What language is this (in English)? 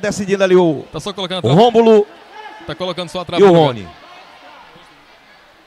Portuguese